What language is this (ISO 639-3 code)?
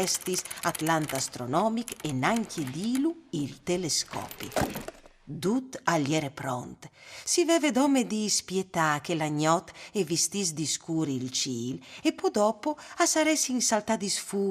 fur